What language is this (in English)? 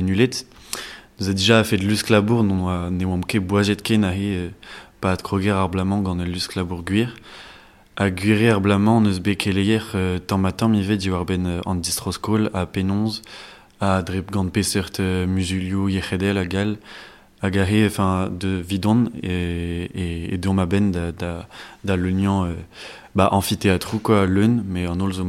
Breton